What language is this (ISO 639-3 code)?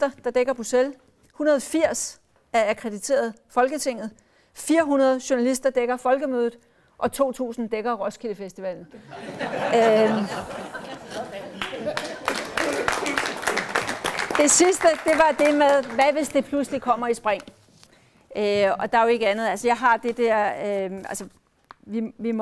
dan